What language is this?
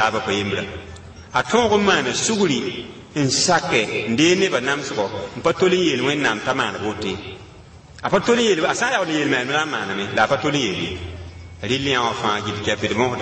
Mossi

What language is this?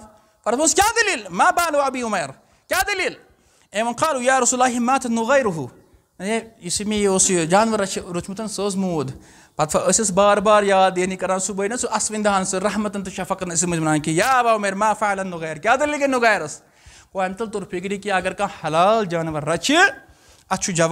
Kashmiri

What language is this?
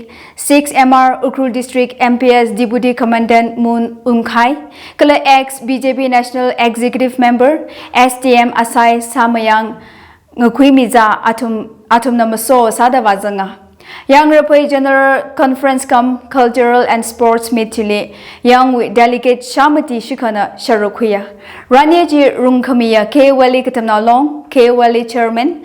Tangkhul Naga (India)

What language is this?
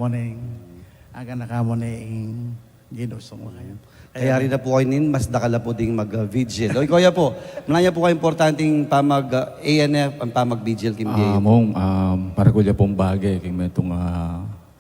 Pampanga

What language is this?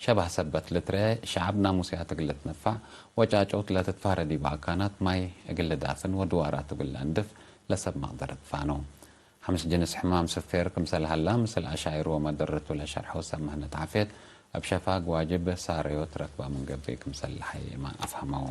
Tigre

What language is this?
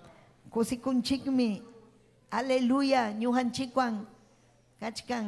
Ayacucho Quechua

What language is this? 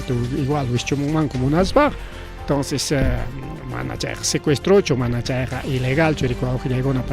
Ayacucho Quechua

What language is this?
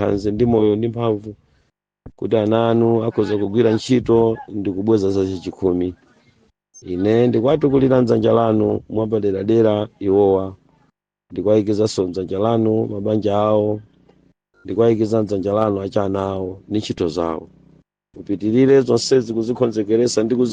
Nyanja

